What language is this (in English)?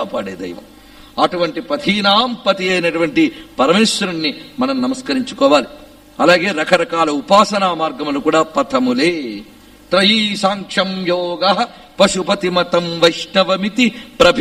Telugu